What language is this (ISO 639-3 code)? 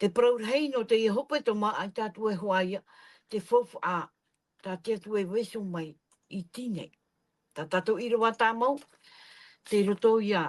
tah